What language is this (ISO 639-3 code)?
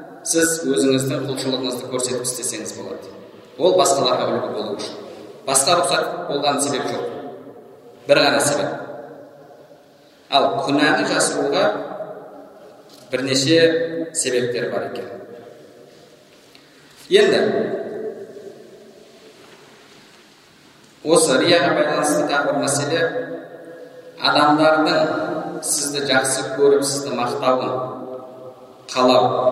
kaz